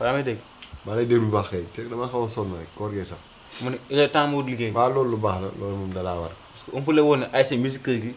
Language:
Wolof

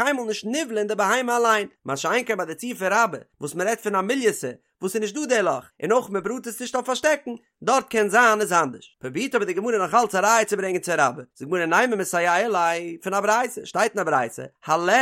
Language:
Yiddish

